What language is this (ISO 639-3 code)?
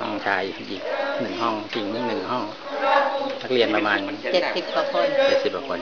lao